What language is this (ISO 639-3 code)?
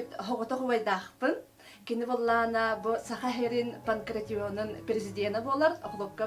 sah